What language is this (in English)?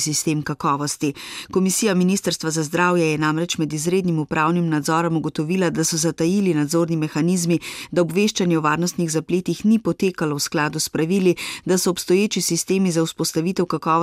Slovenian